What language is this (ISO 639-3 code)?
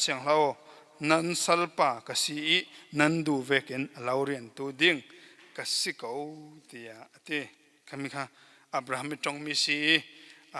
cfm